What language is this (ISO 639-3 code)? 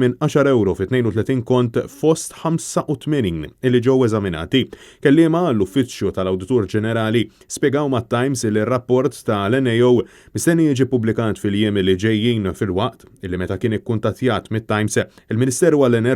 mlt